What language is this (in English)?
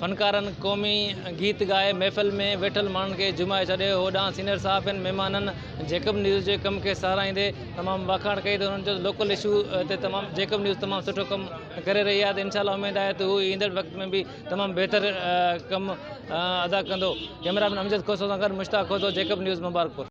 Sindhi